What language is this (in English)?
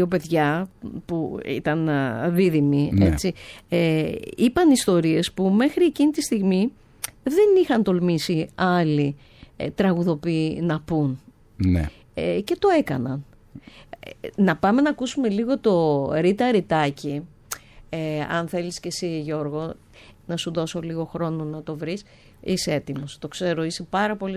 Greek